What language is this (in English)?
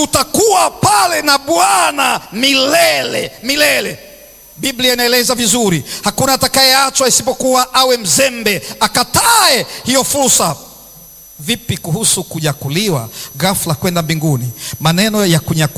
Swahili